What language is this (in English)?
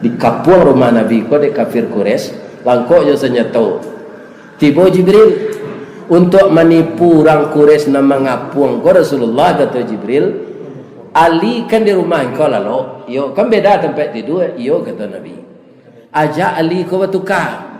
Minangkabau